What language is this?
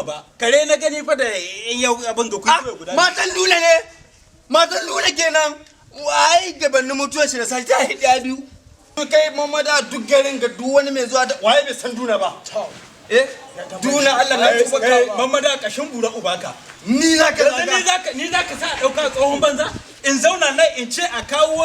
Hausa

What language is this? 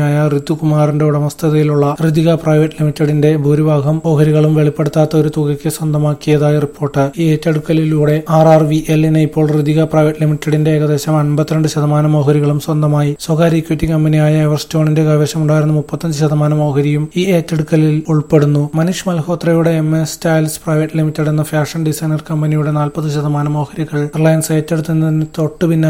Malayalam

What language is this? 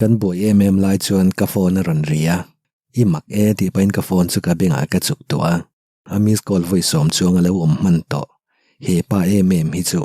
Mizo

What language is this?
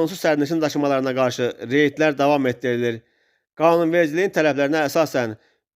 Azerbaijani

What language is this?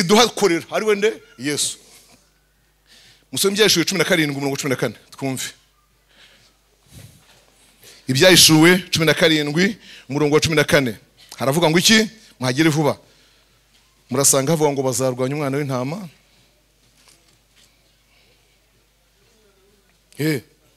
Kinyarwanda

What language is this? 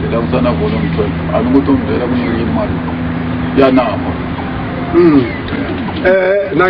Tsonga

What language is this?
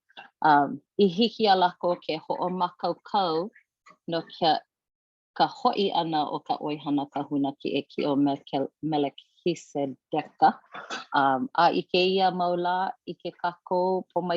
Hawaiian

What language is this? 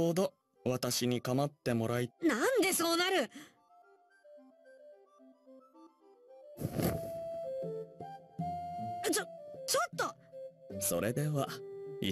Japanese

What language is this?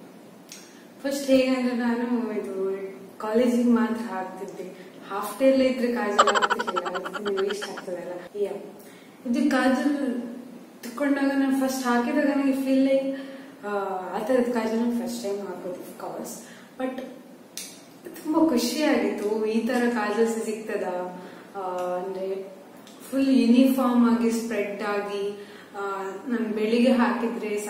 Kannada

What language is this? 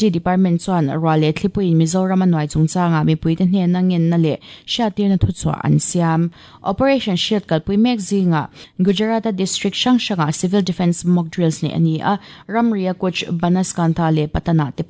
Mizo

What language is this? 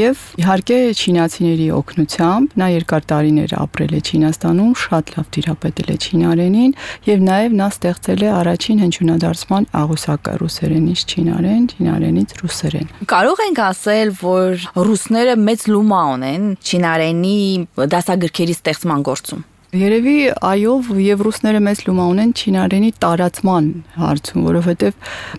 Armenian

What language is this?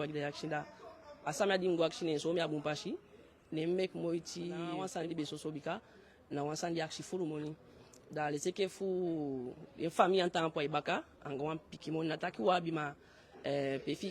Eastern Maroon Creole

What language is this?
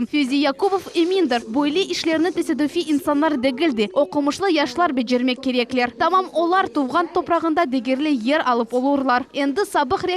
Crimean Tatar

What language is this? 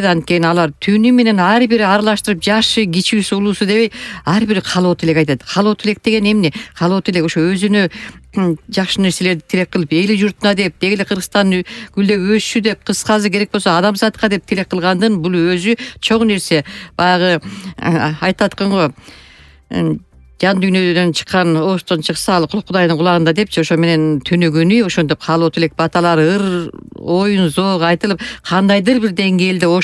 Kyrgyz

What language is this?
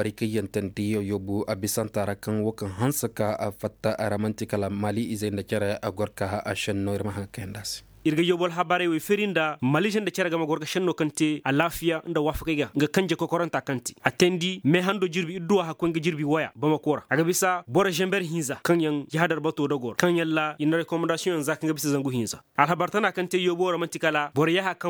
Zarma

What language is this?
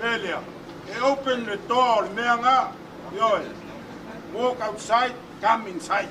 Samoan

